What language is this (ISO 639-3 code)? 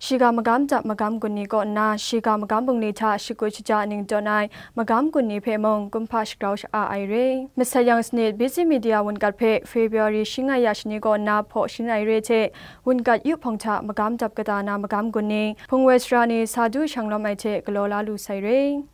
kac